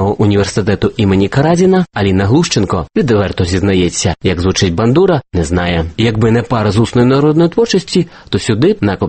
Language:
Ukrainian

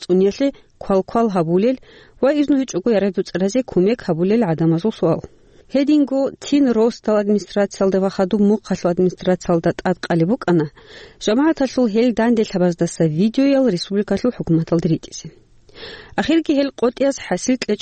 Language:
Avaric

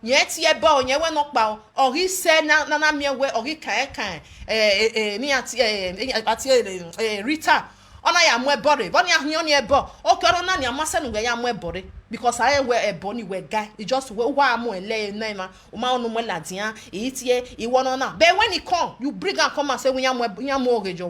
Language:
Nigerian Pidgin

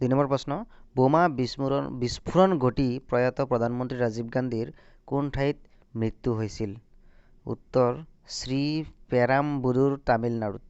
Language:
Assamese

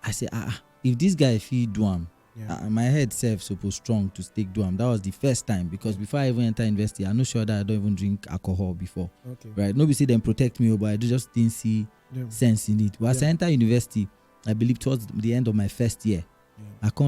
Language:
Nigerian Pidgin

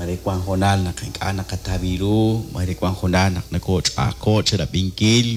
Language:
Kekchí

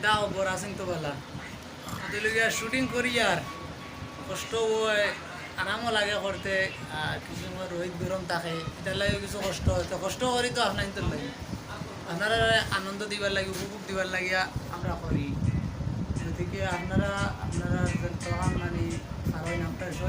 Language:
Sylheti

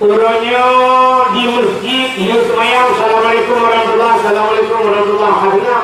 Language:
Achinese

